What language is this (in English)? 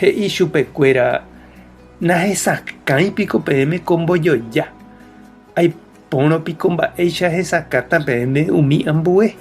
Guarani